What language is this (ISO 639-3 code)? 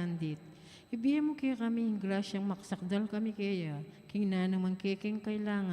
pam